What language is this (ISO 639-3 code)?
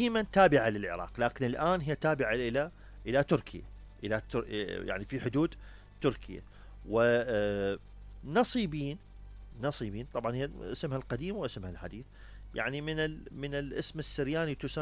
acm